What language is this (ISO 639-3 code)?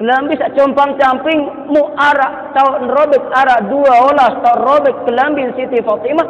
sas